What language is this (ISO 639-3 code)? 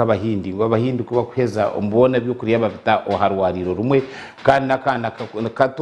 nyn